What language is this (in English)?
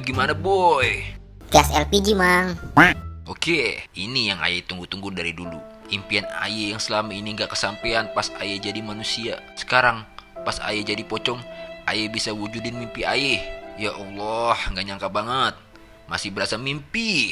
Betawi